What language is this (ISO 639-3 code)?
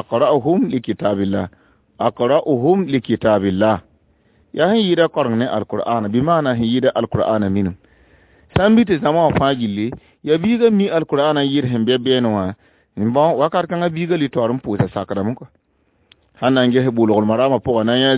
mos